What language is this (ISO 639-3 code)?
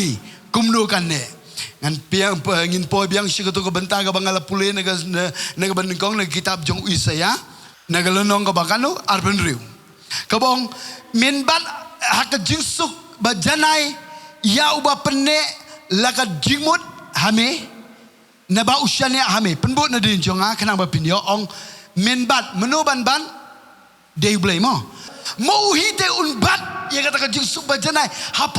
kha